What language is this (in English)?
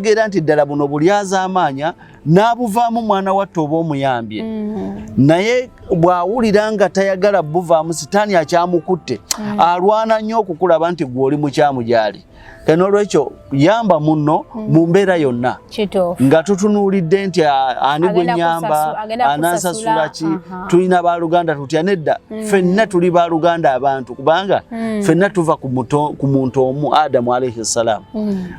Ganda